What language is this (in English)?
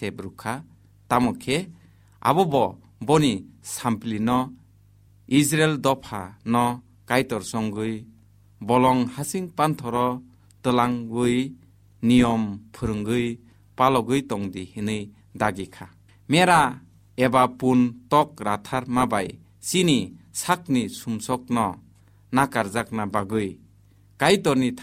Kok Borok